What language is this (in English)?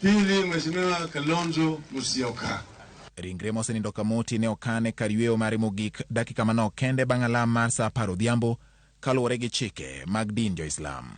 Luo (Kenya and Tanzania)